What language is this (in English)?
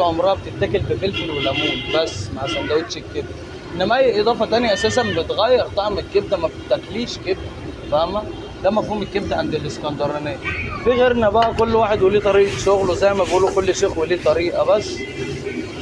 Egyptian Arabic